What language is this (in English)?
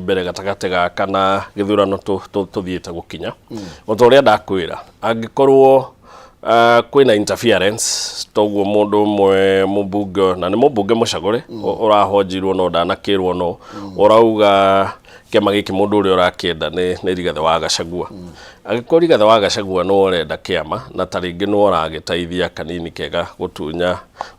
Kikuyu